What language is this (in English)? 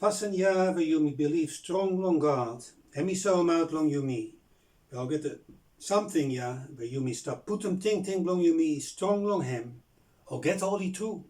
Bislama